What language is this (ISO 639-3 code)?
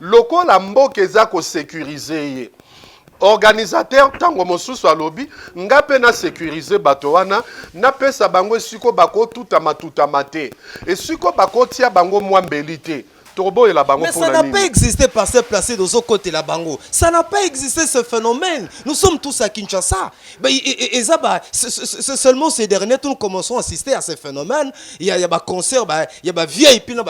lin